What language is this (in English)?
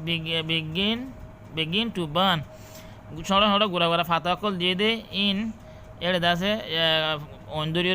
Rohingya